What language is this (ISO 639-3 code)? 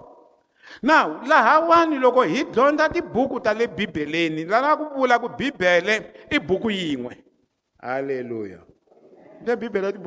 tso